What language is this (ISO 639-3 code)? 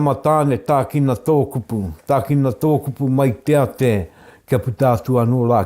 mri